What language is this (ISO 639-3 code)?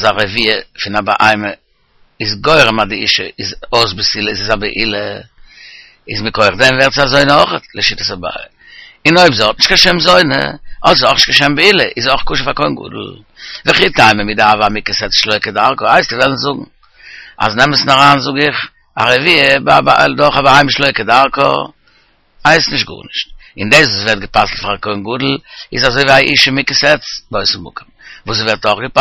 yid